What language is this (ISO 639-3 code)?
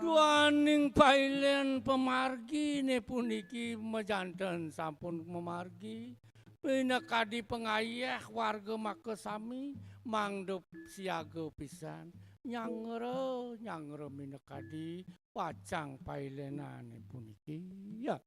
ban